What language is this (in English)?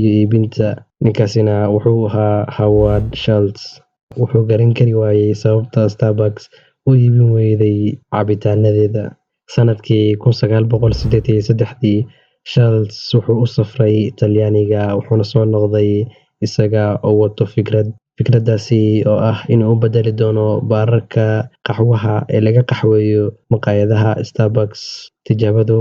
Somali